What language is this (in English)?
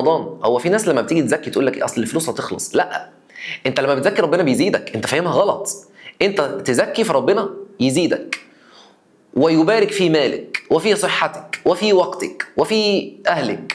Egyptian Arabic